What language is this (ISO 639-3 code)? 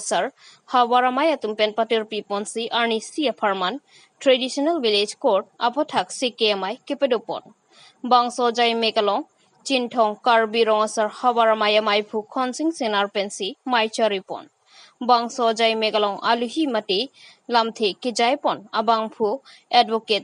mjw